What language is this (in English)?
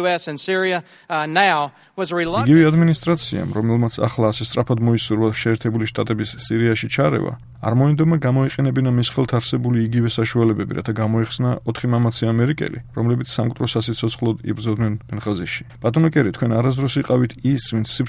Georgian